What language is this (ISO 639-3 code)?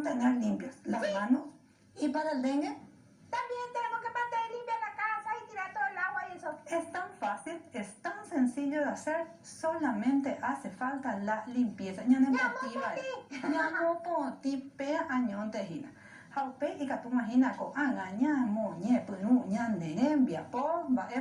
grn